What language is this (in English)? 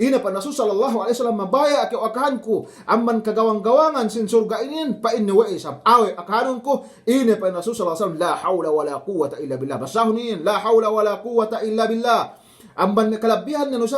Yakan